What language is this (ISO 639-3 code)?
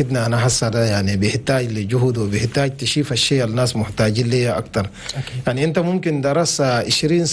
shu